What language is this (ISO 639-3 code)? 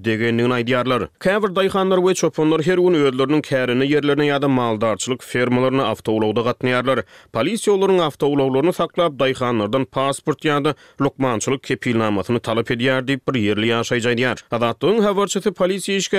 tuk